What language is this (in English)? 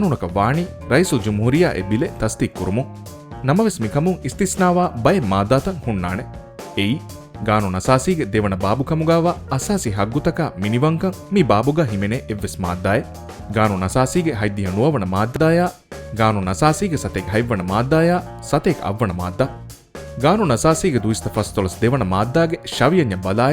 Divehi